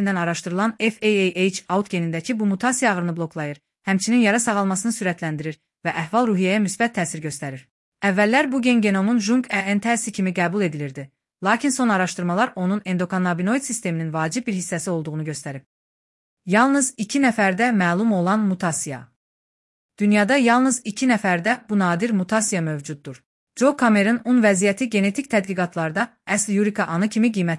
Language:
Azerbaijani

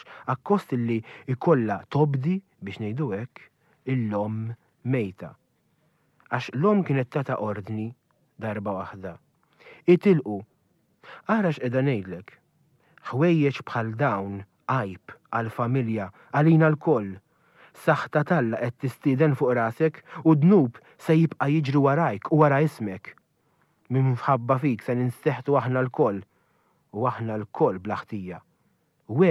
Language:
Maltese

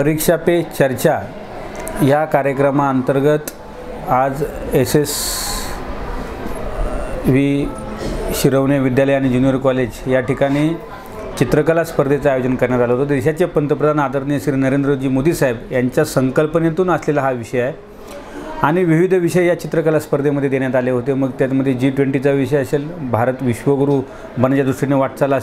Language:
Marathi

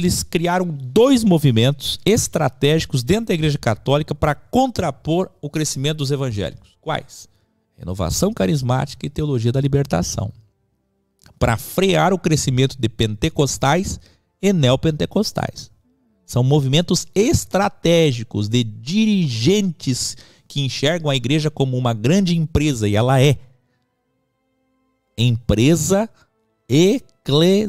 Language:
Portuguese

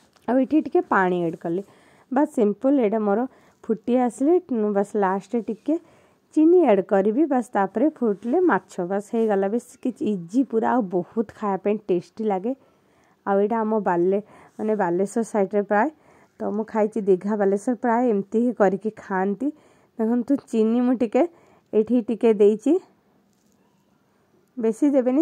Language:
Odia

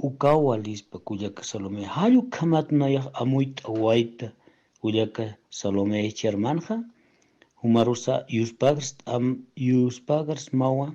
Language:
Aymara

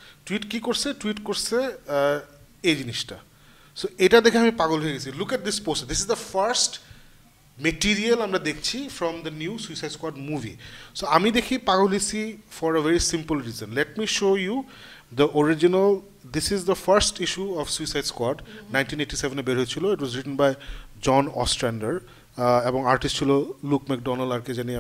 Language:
Bangla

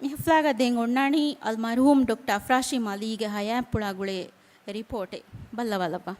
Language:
Divehi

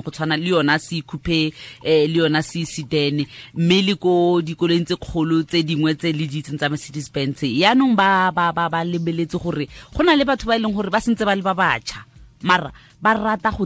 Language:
Tswana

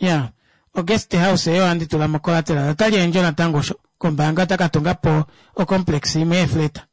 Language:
Kuanyama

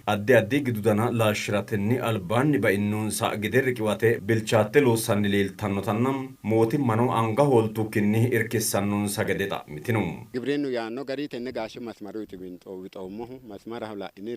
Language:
Sidamo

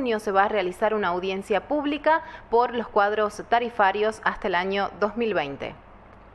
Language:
Spanish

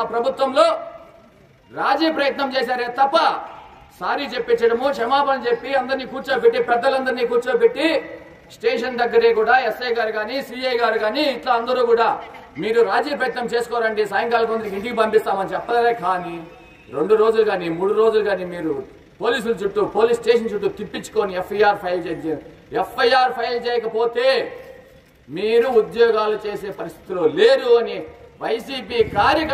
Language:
Telugu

